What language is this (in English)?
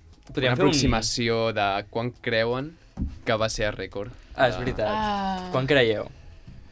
Catalan